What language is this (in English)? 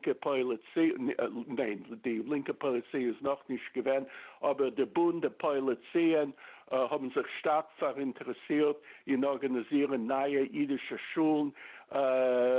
Yiddish